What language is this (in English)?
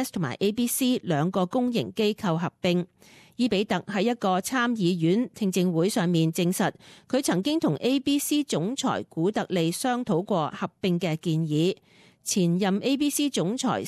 Cantonese